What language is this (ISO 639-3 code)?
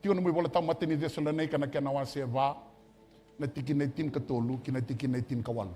fij